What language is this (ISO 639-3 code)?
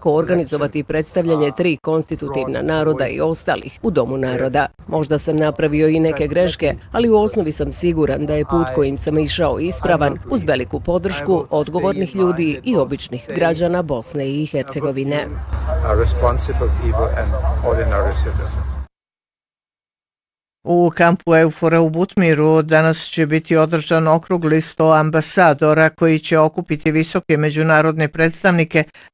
bos